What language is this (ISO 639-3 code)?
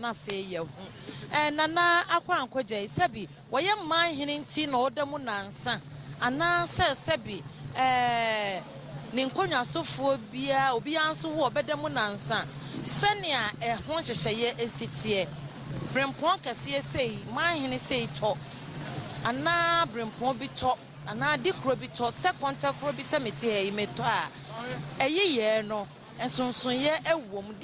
aka